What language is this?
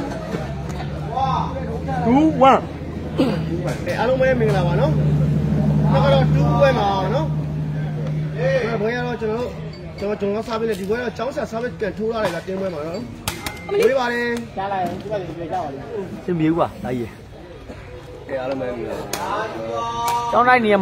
Burmese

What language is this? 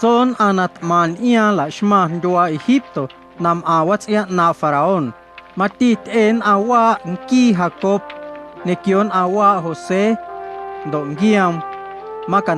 Guerrero Amuzgo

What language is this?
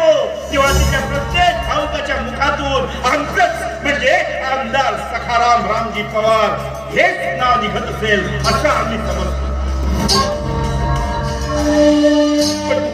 Marathi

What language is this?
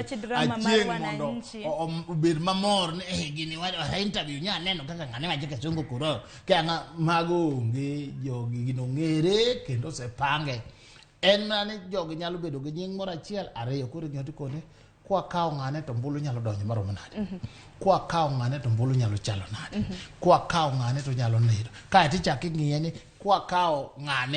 Luo (Kenya and Tanzania)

